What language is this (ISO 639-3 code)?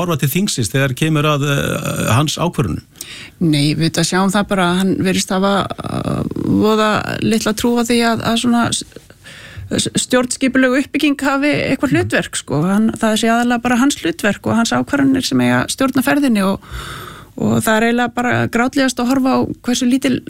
isl